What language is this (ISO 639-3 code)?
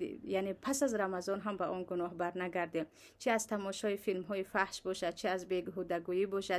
tgk